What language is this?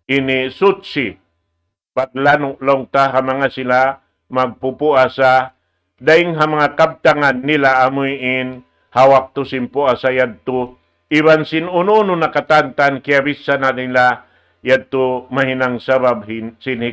Tausug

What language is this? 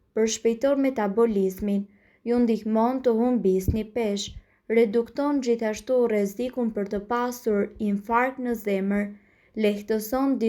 Albanian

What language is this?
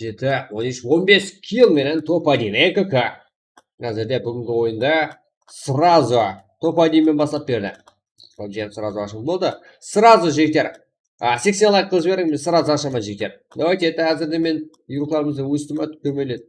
Kara-Kalpak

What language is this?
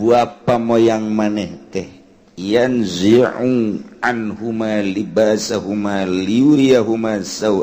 Sundanese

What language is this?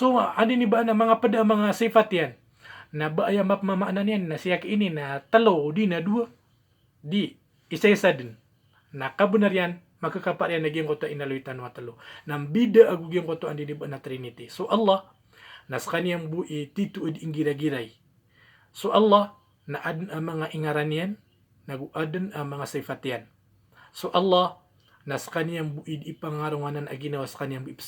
Maranao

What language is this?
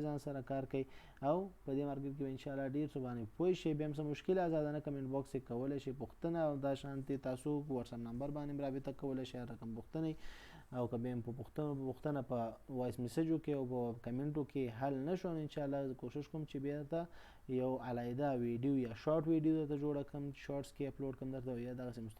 Pashto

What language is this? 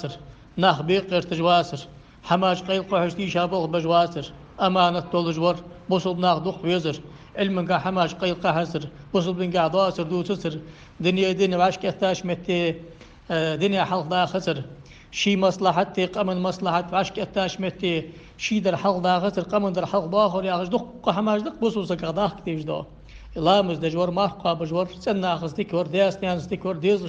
Ingush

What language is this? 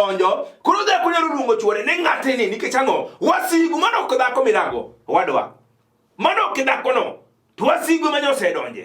Luo (Kenya and Tanzania)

